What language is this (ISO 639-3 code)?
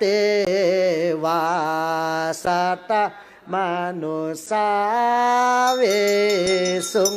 pli